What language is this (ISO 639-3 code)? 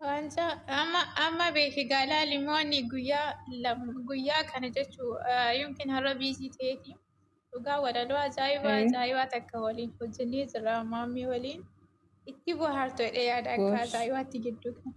orm